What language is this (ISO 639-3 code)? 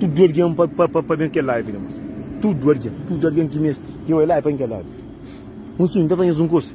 kea